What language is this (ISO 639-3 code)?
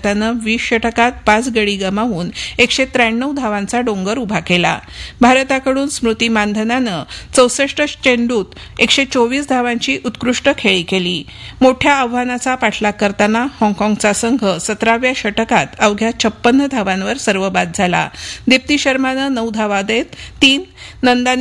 mar